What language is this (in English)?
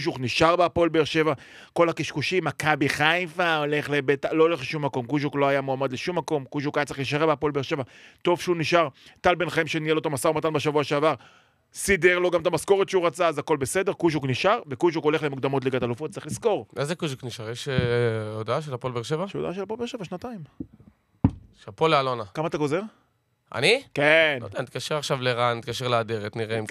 Hebrew